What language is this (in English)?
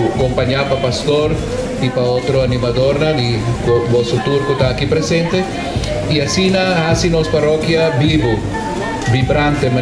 Papiamento